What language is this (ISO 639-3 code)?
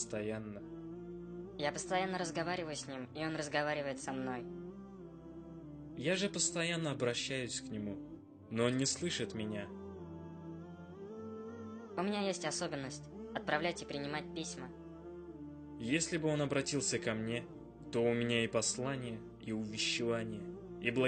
rus